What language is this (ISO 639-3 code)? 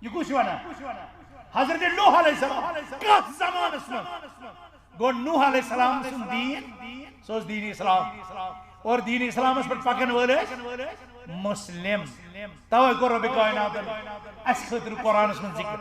kas